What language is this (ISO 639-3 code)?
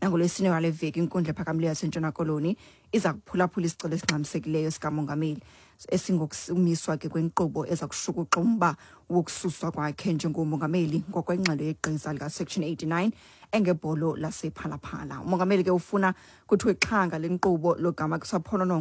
xho